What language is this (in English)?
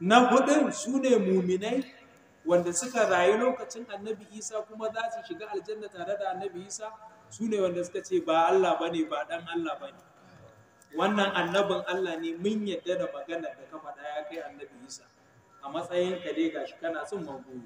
Hausa